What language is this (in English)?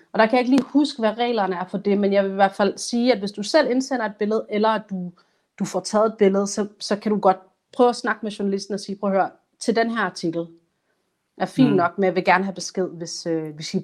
Danish